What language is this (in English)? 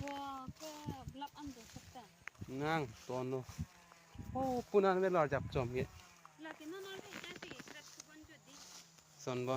Karbi